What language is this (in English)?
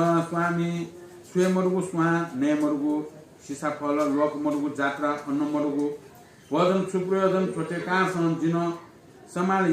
Newari